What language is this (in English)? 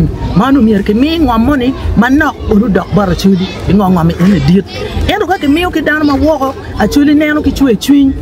Acoli